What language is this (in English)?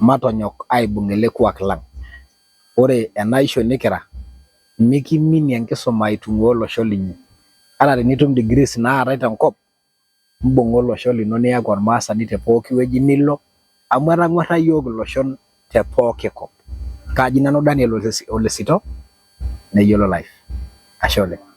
Masai